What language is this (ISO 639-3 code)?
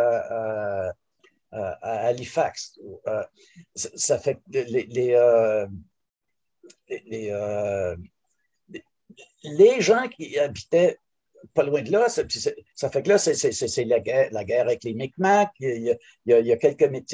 fra